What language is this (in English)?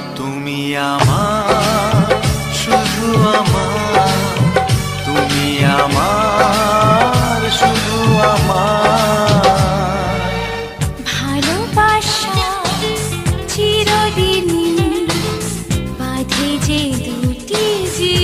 Bangla